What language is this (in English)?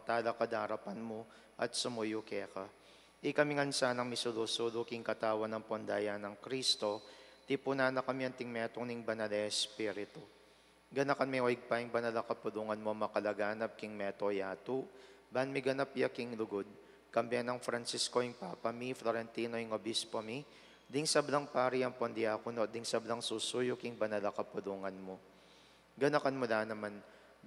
Pampanga